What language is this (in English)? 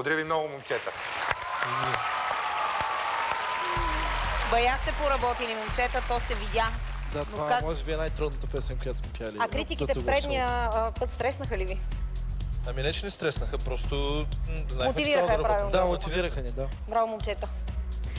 Bulgarian